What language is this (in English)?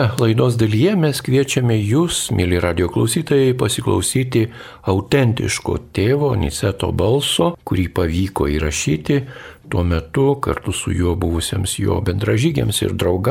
Lithuanian